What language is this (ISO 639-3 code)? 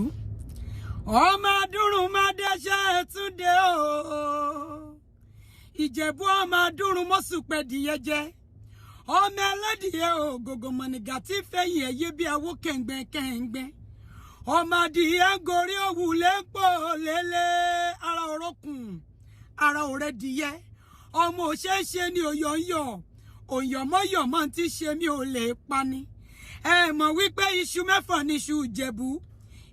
yor